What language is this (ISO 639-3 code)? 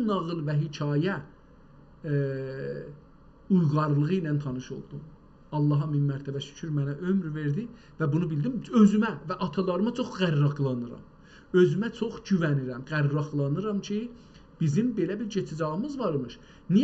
azb